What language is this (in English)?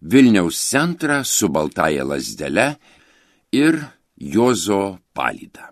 Lithuanian